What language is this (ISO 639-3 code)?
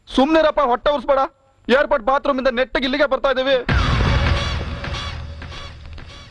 kan